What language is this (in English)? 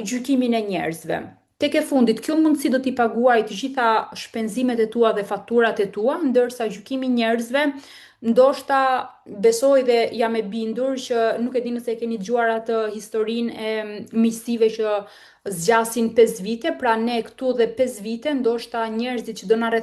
Albanian